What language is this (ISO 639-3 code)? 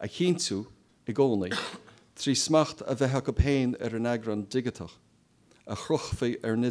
gle